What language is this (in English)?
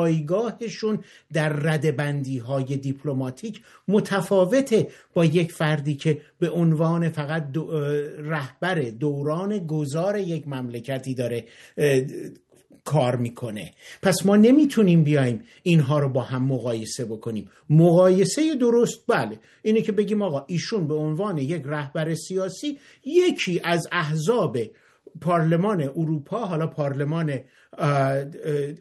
Persian